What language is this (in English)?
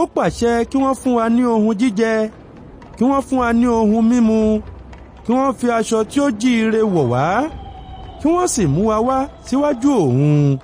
Yoruba